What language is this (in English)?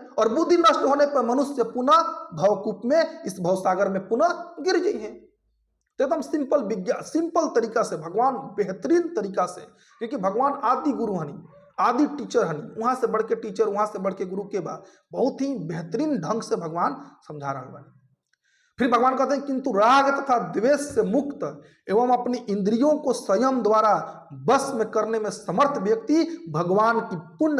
Bhojpuri